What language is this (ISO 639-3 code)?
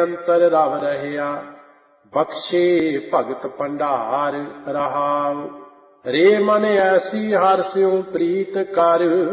pan